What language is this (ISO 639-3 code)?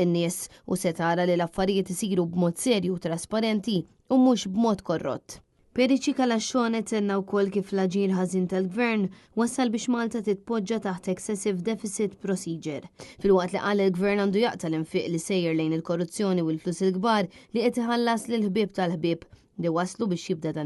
mlt